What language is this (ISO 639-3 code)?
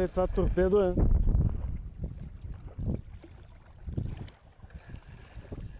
bul